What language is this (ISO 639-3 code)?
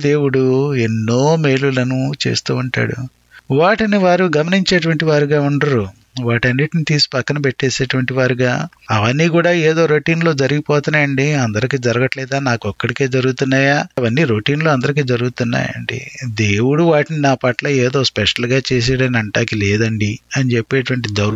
tel